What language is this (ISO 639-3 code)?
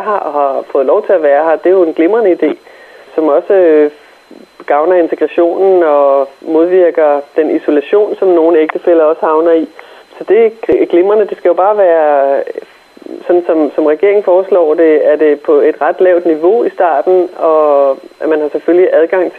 dan